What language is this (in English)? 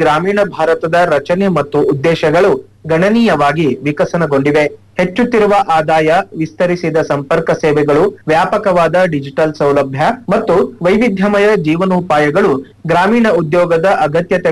Kannada